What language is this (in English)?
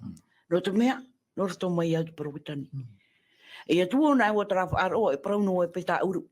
Tahitian